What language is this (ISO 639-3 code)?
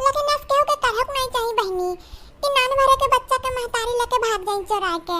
awa